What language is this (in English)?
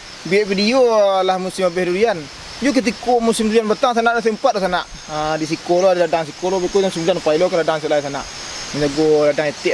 Minangkabau